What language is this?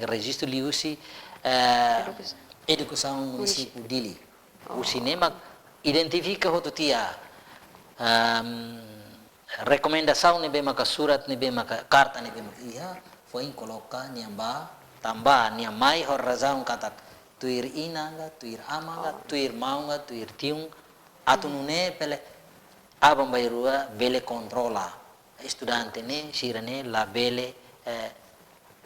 Tetum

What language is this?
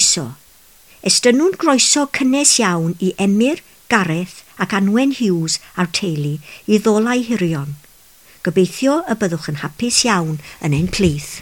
Welsh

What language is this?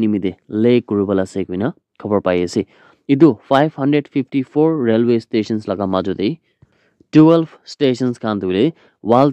Naga Pidgin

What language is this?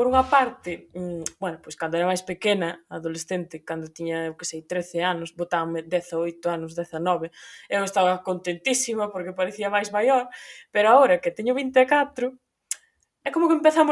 Galician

